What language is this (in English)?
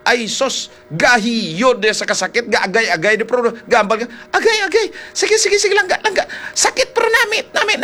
Hiligaynon